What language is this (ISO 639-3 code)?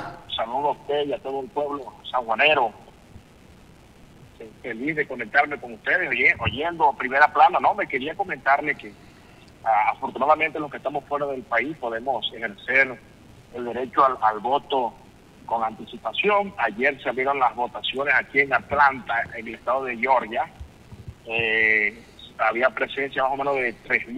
spa